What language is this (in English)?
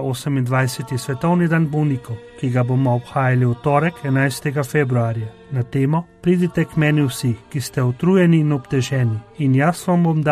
Slovenian